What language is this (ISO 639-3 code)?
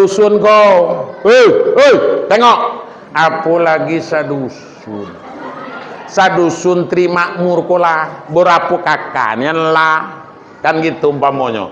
min